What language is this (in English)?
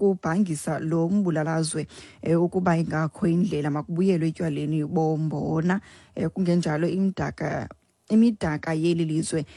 Xhosa